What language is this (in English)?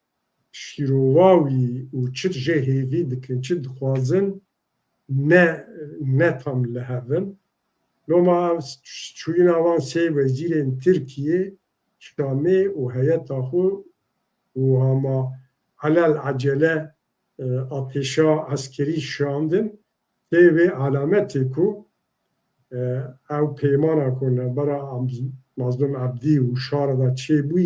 Kurdish